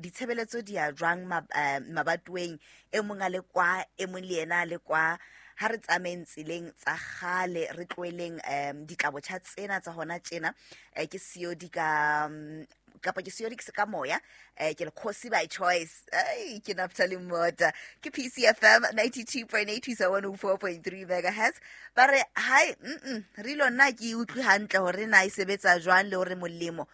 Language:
Southern Sotho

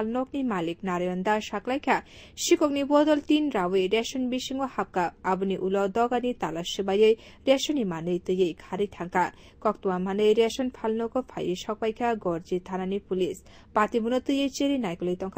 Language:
Kok Borok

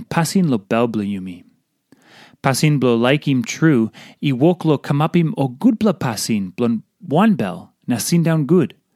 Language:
Tok Pisin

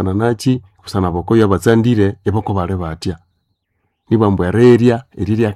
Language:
Nande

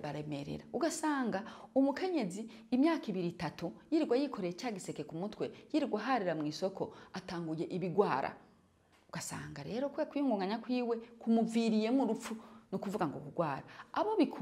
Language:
Rundi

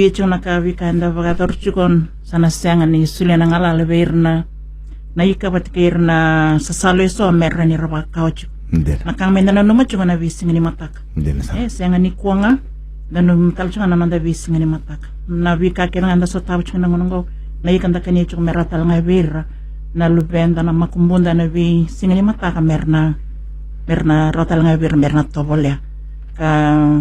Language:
Fijian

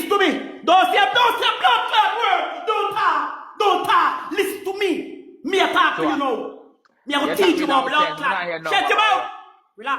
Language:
Jamaican Creole English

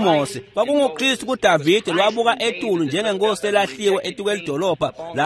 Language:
Swati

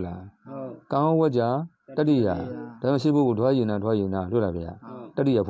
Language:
Burmese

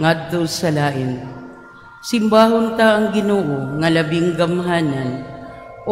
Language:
Cebuano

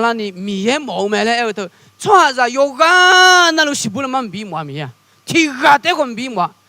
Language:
Akha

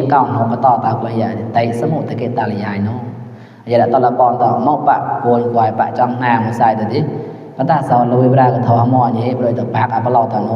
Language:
Mon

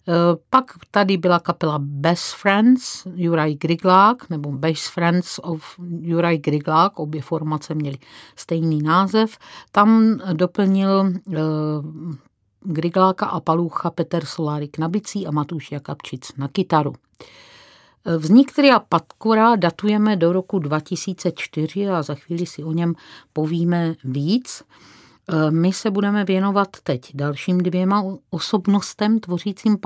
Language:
Czech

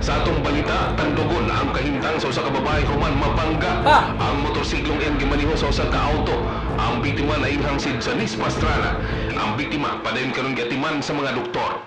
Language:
Cebuano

